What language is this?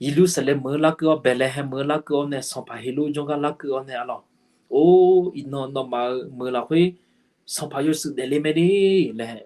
Akha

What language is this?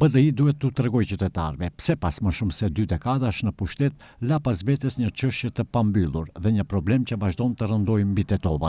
Albanian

